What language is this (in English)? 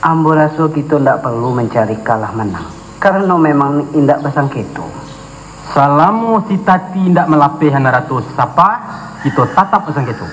Minangkabau